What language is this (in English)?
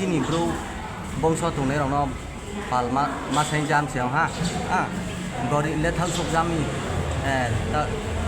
Riang (India)